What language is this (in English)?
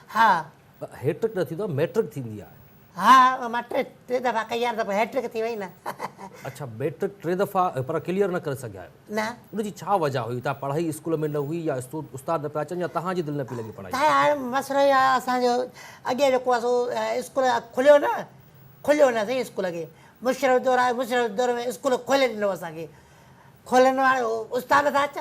Sindhi